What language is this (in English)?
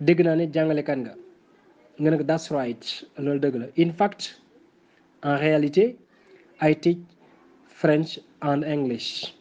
Wolof